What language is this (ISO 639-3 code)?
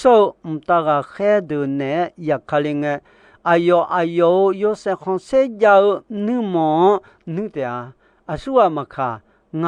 ahk